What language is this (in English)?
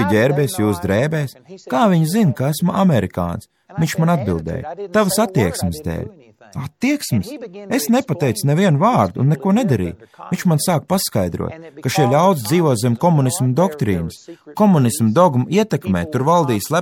Latvian